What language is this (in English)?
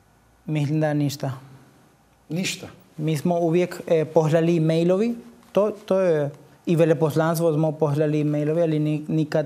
Croatian